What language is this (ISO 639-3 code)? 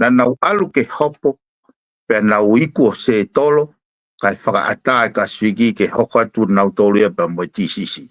ton